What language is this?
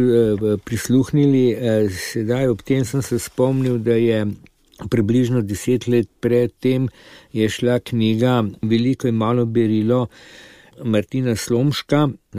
Slovenian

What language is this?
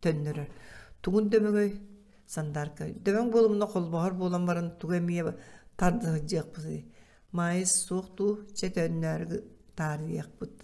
Yakut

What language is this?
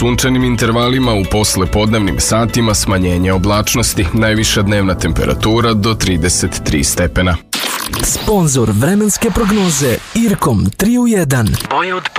Serbian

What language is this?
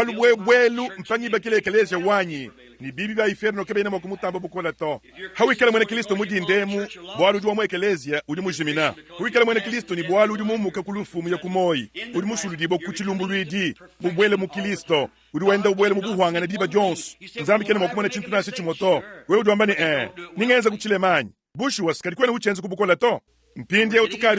Luba-Lulua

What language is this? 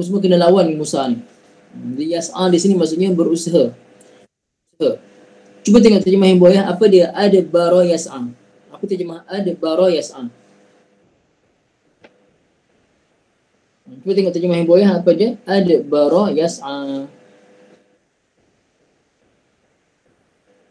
Malay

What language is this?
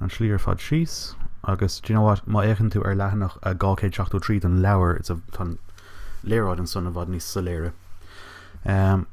Irish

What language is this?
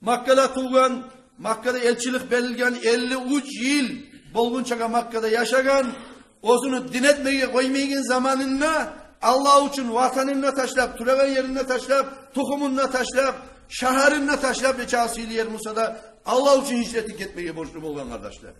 Kumyk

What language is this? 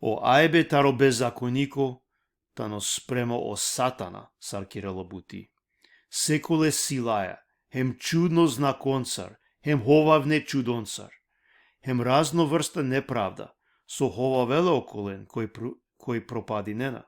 Balkan Romani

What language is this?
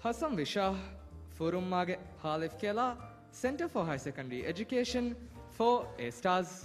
Divehi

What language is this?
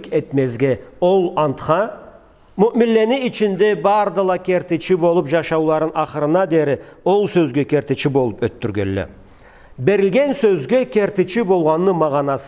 Karachay-Balkar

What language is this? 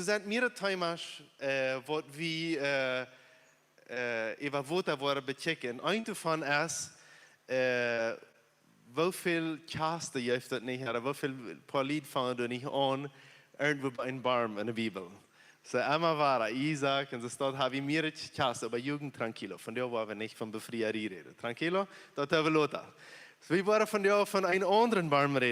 Plautdietsch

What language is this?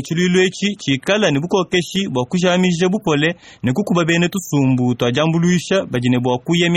Luba-Lulua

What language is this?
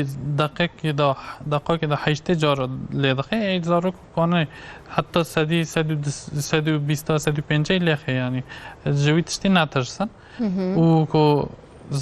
Kurdish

